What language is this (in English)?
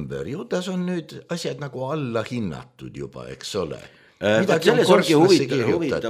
Estonian